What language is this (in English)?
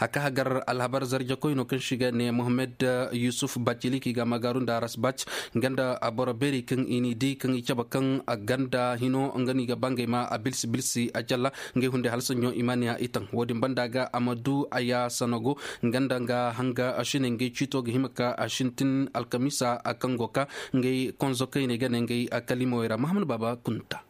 Koyraboro Senni